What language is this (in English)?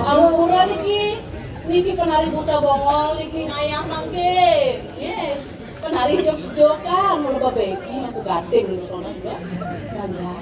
Balinese